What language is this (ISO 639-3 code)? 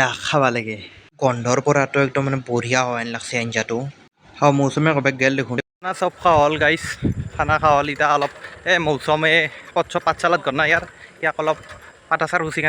asm